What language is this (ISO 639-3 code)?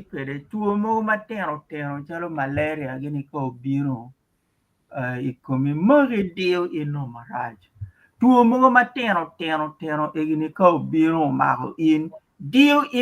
ach